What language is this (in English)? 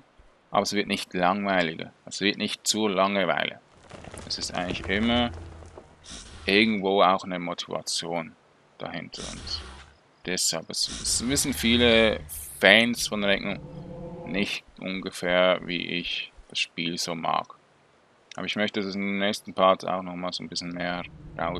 German